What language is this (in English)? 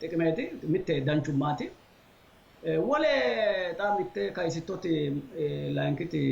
Sidamo